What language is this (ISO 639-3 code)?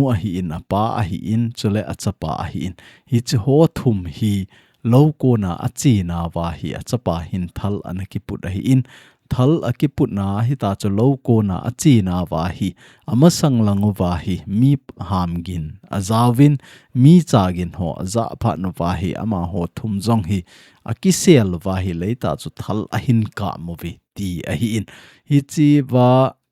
tcz